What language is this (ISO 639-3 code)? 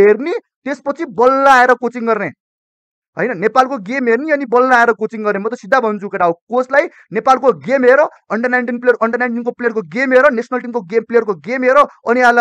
nep